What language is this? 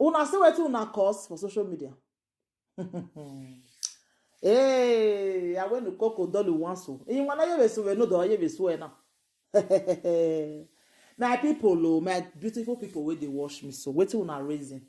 Nigerian Pidgin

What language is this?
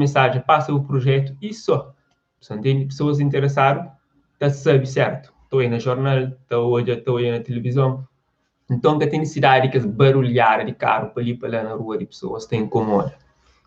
Kabuverdianu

